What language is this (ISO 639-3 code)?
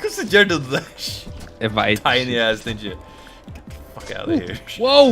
fao